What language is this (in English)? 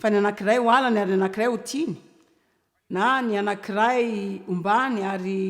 Malagasy